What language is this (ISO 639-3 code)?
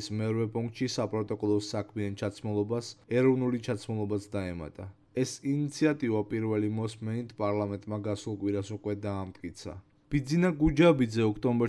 kat